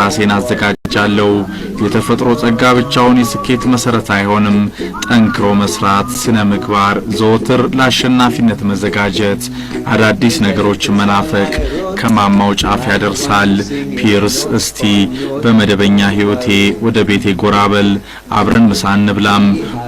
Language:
Amharic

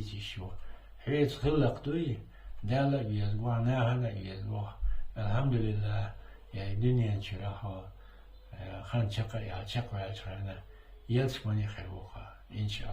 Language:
Chechen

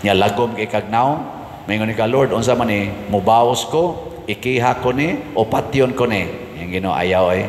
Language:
Cebuano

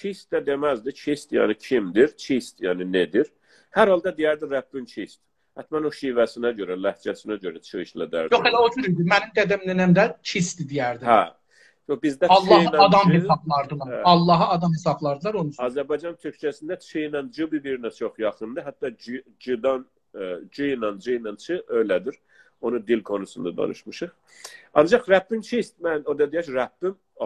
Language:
South Azerbaijani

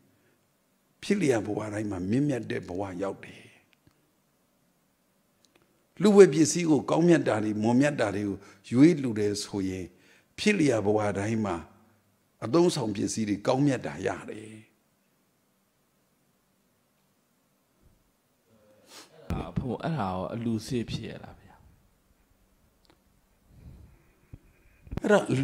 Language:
Burmese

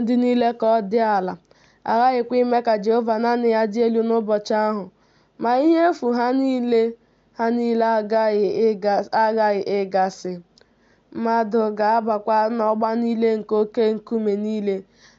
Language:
Igbo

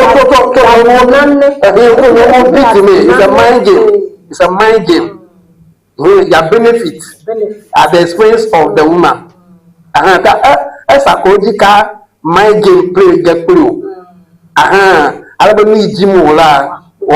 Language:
Ewe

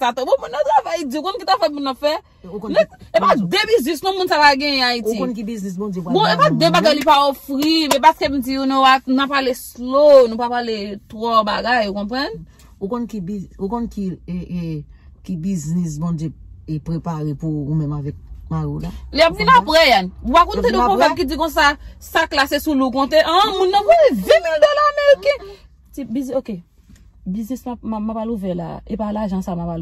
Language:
Haitian Creole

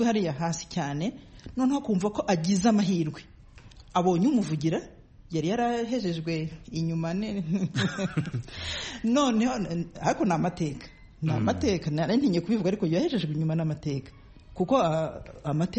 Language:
Kinyarwanda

